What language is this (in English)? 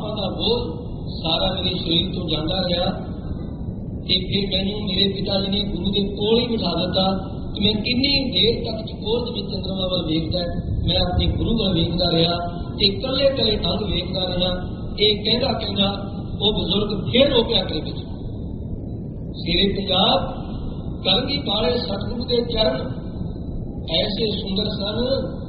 Punjabi